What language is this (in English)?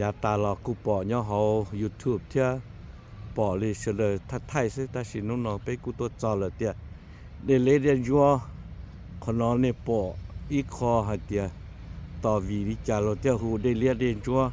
Hmong